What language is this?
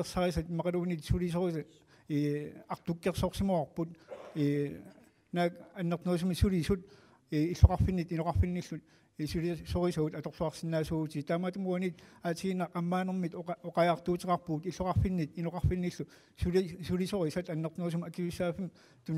Kalaallisut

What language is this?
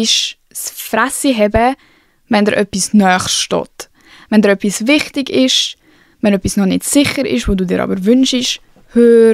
Swiss German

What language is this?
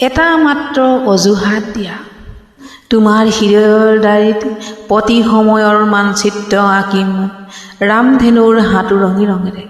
Assamese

